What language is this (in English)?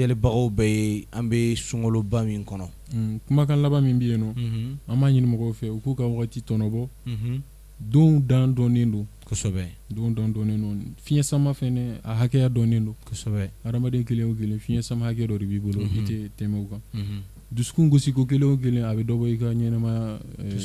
Bambara